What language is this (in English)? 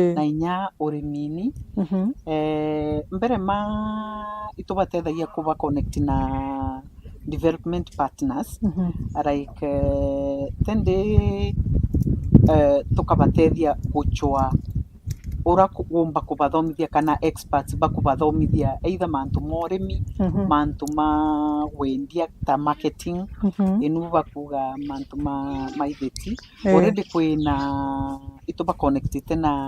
Meru